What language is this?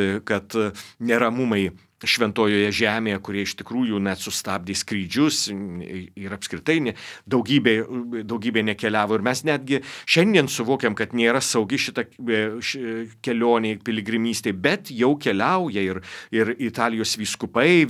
Lithuanian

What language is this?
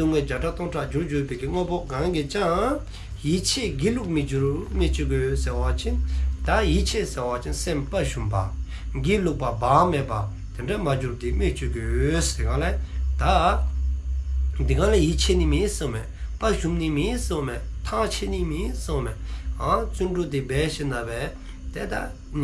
Dzongkha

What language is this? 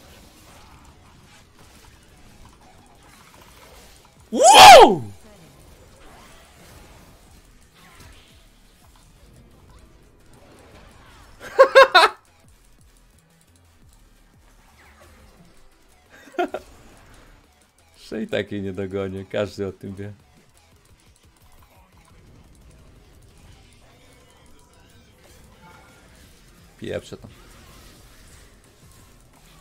Polish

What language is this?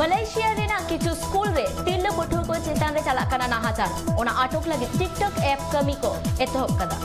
Santali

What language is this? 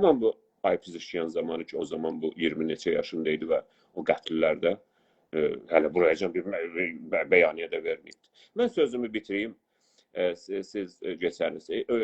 South Azerbaijani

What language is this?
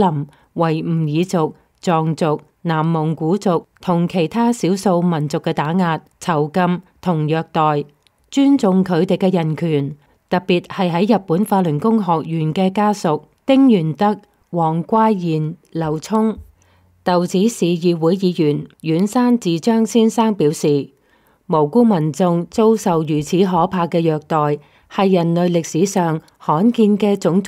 Cantonese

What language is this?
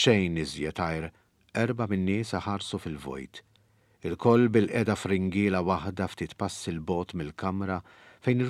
Maltese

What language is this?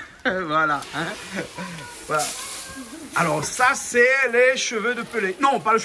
Réunion Creole French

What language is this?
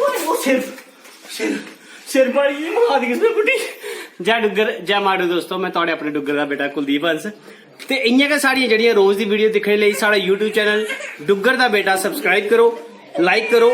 Dogri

